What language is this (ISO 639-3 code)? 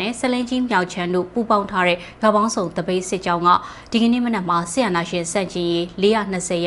mya